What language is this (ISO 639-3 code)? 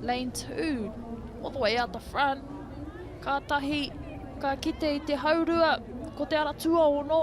mri